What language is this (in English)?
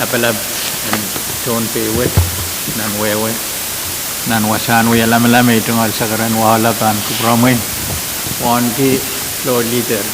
Pohnpeian